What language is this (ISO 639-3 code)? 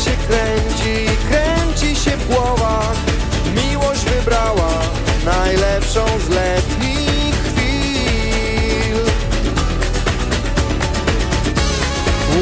pol